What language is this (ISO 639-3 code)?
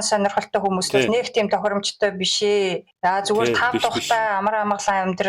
mon